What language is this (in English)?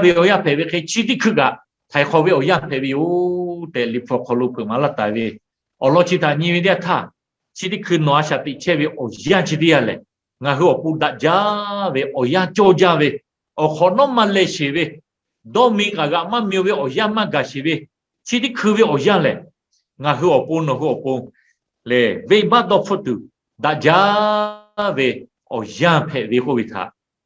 Lahu